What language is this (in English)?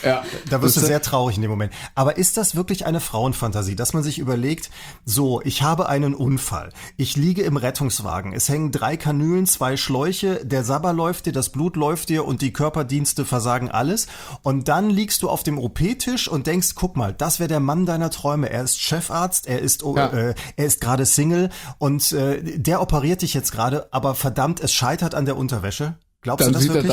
German